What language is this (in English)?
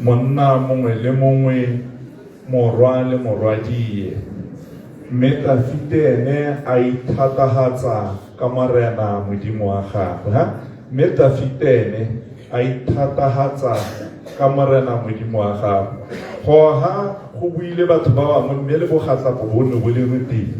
Tswana